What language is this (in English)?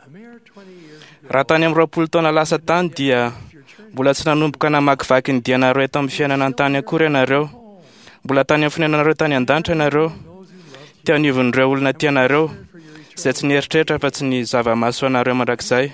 Malagasy